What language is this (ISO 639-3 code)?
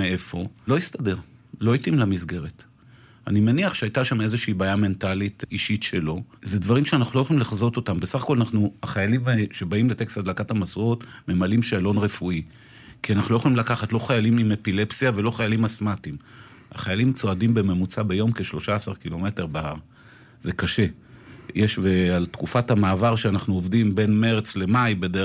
heb